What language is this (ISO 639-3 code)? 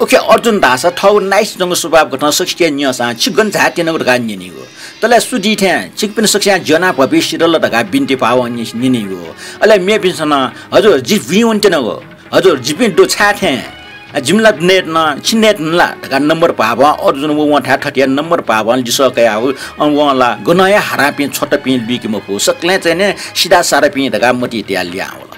new